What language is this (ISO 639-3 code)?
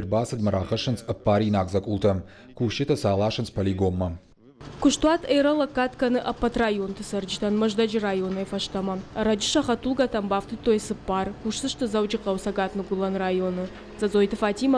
oss